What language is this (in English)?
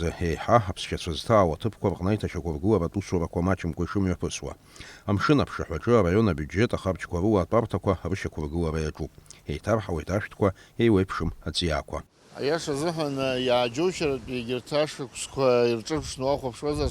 Abkhazian